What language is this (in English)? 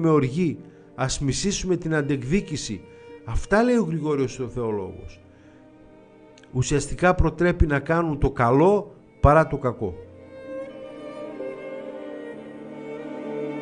Greek